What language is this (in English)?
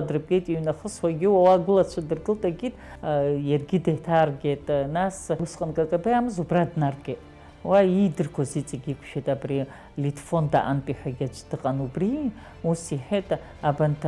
Abkhazian